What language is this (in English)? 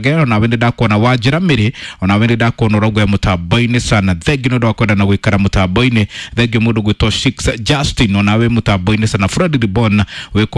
Kikuyu